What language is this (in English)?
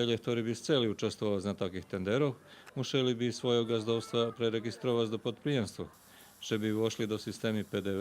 Rusyn